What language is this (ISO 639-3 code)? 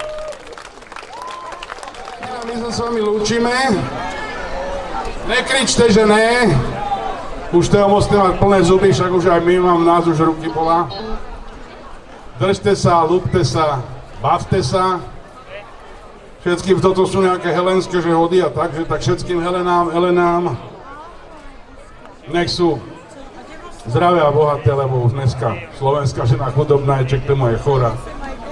slk